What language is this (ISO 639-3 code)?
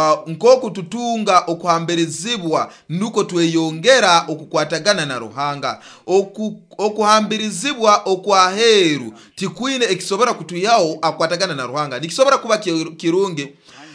nyo